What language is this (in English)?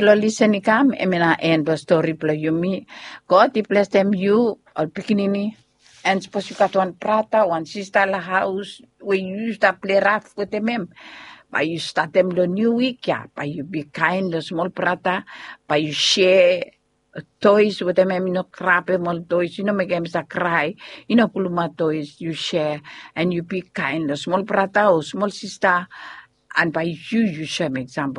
Bislama